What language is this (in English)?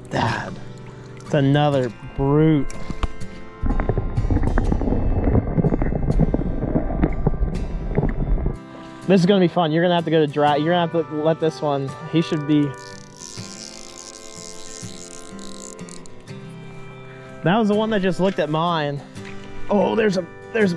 English